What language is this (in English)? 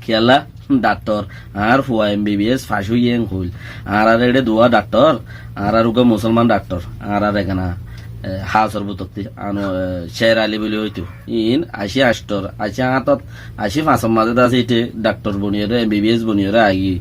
Rohingya